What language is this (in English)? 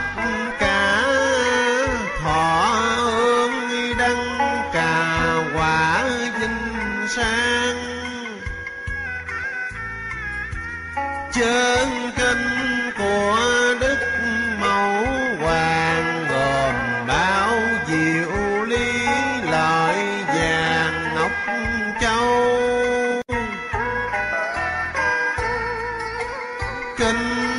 Vietnamese